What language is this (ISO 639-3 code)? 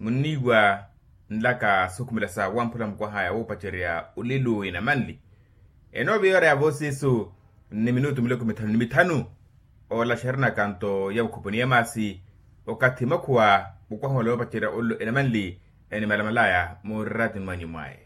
vmw